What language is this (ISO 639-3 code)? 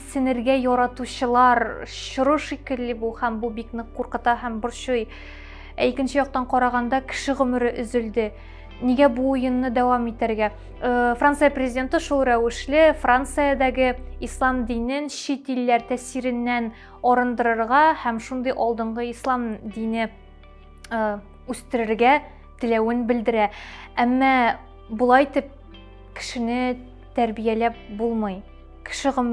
tat